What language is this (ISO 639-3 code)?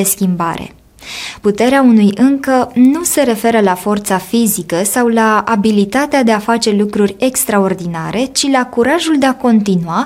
ron